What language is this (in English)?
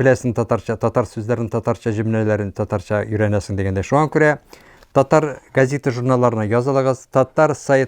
Tatar